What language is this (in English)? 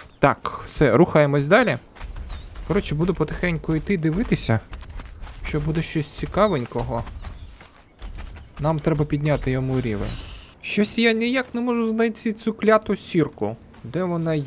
Ukrainian